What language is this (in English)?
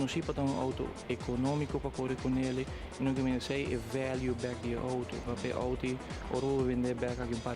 Papiamento